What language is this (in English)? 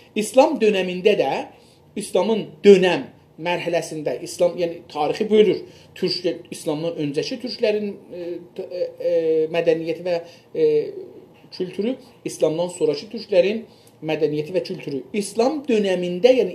South Azerbaijani